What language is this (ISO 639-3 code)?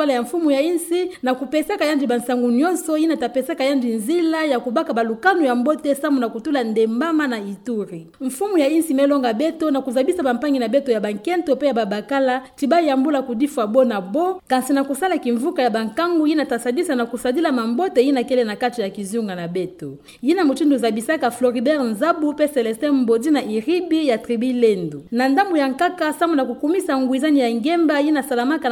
ktu